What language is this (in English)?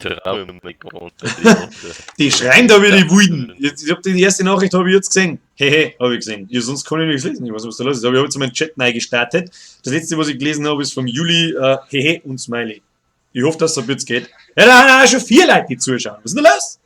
Bavarian